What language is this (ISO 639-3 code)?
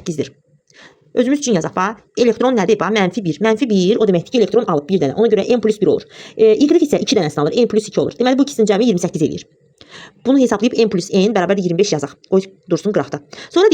aze